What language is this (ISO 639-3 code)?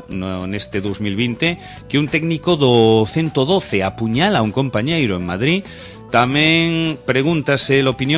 glg